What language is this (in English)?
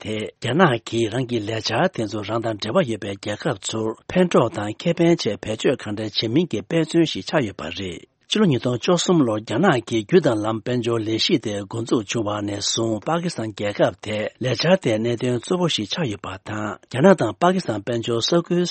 Tibetan